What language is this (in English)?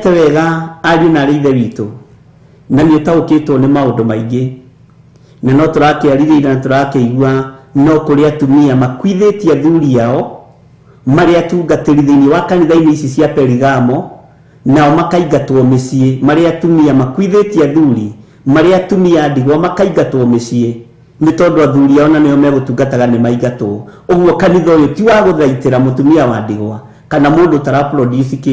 Kikuyu